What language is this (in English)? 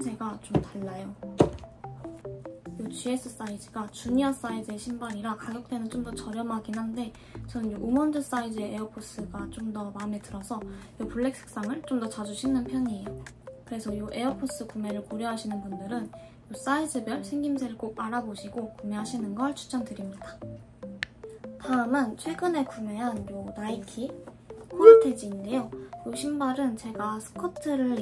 Korean